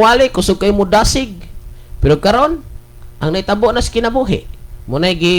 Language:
Cebuano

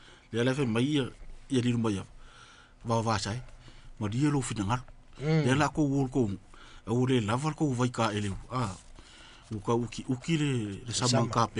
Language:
Samoan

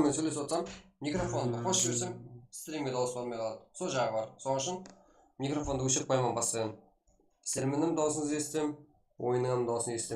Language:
Kara-Kalpak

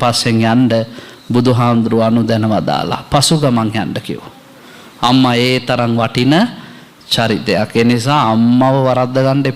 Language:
Sinhala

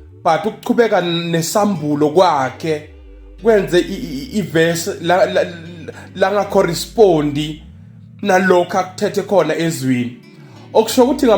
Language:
Zulu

